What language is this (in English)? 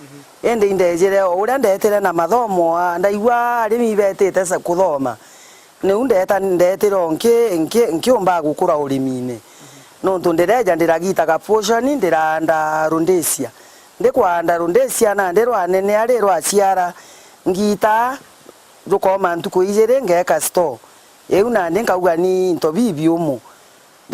Meru